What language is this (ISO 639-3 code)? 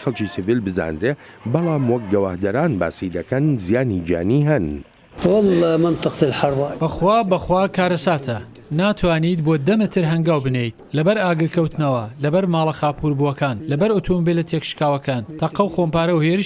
ckb